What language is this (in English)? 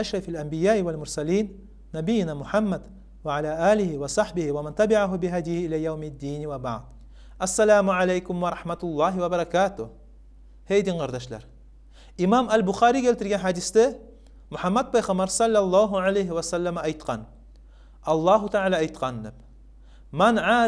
Kumyk